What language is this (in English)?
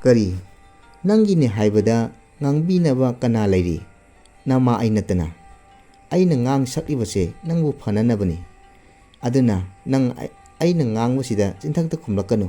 Manipuri